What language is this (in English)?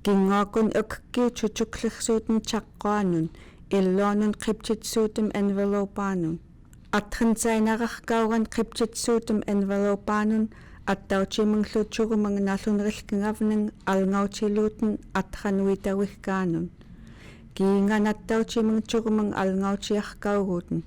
Central Yupik